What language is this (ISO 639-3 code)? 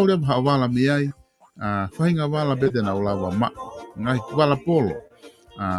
ton